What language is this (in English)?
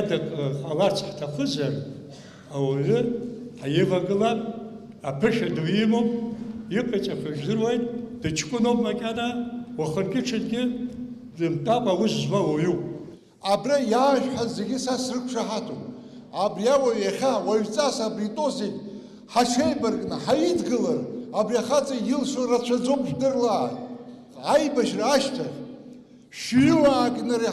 Abkhazian